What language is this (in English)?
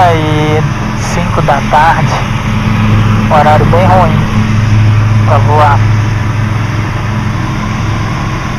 Portuguese